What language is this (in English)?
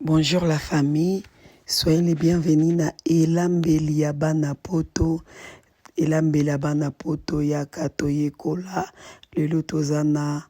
Lingala